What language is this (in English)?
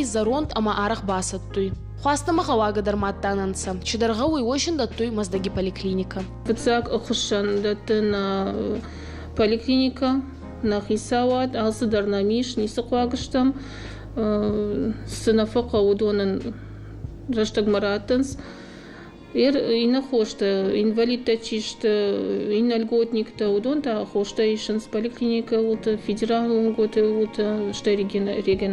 Ossetic